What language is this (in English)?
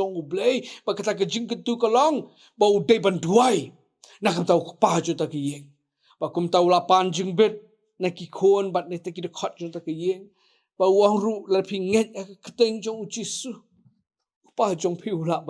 Khasi